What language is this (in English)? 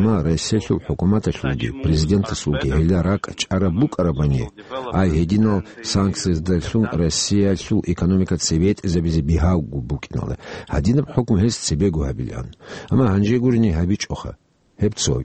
Avaric